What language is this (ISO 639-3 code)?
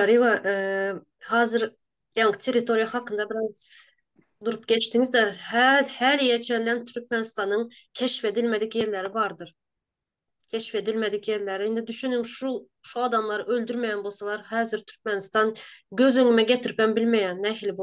tuk